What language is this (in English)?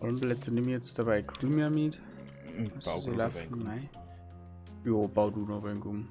Bavarian